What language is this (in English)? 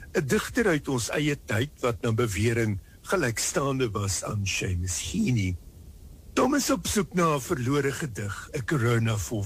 Afrikaans